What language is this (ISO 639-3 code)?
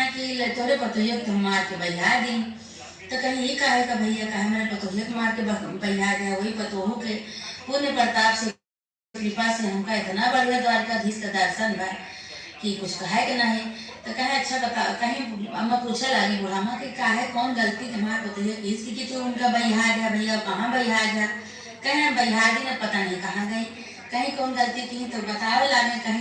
awa